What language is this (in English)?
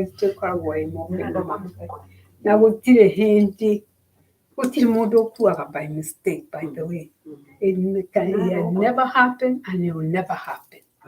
Kikuyu